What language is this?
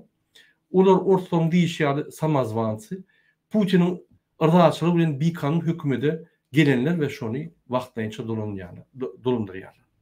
Turkmen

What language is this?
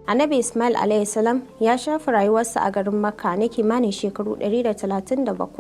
Hausa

